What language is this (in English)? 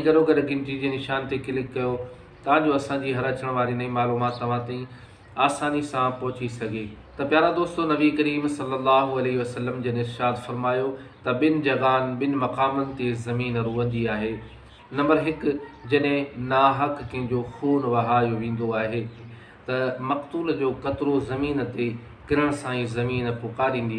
Sindhi